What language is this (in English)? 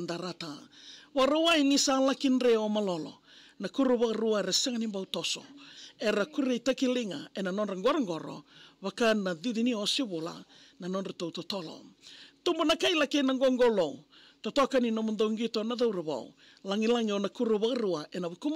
Fijian